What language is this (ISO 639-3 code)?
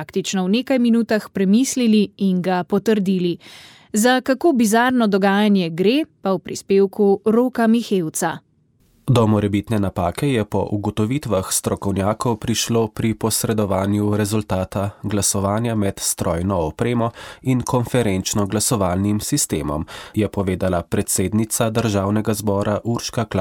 slv